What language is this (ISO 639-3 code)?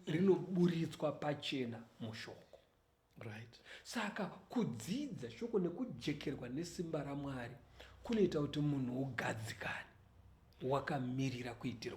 sna